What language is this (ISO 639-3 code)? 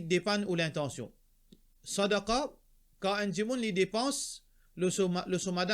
mfe